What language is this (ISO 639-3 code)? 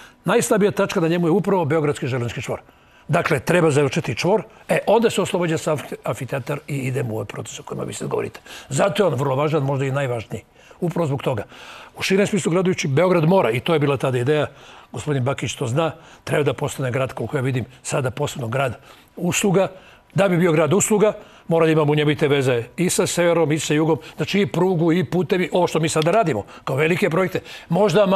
srp